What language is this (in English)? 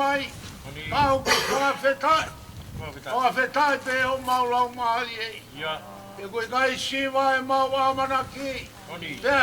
Tongan